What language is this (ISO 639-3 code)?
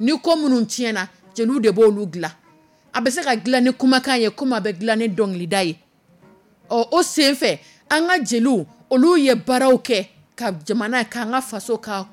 dyu